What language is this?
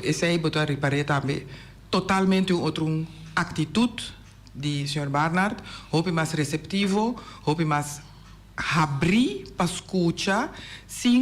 Papiamento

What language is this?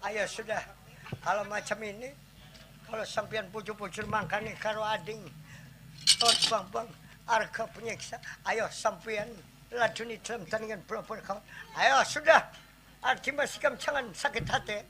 Banjar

